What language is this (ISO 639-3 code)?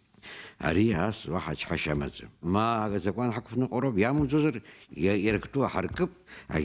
abk